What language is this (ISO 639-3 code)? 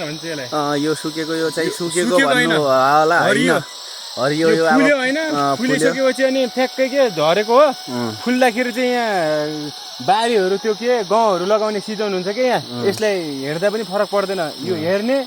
nep